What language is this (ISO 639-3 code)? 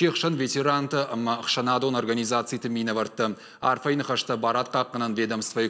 oss